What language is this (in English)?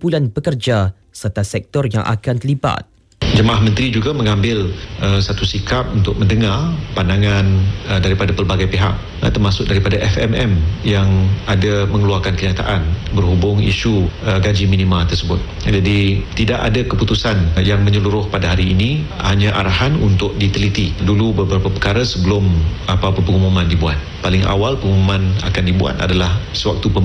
Malay